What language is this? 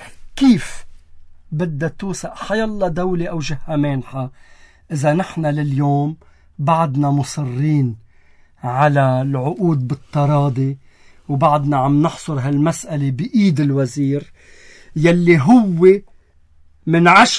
North Levantine Arabic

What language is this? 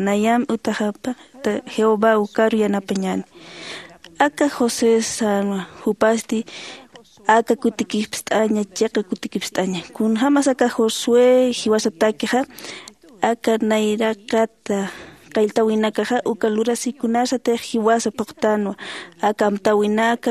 Aymara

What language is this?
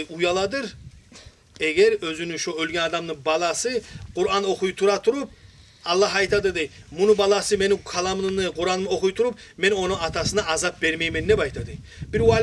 Kumyk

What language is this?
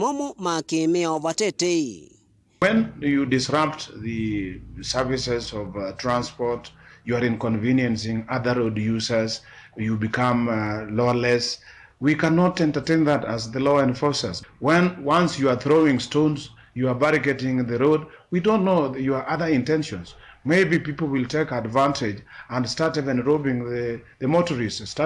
Kamba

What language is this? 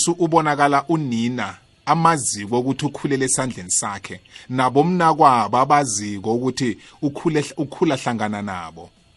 South Ndebele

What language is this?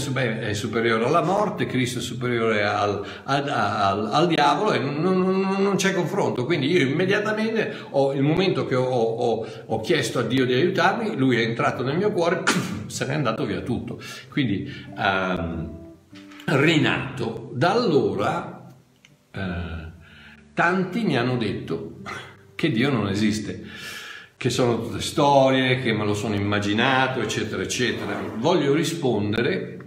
Italian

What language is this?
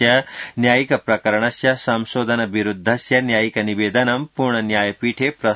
Sanskrit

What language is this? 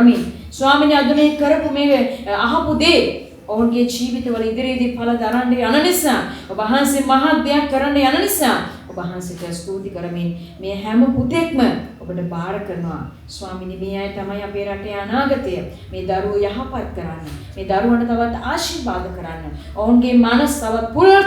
Sinhala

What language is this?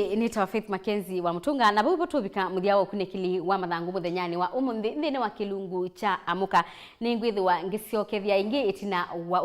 Kamba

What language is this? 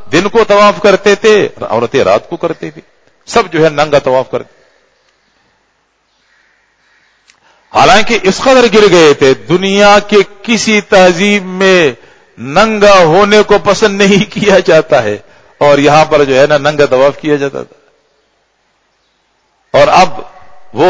Urdu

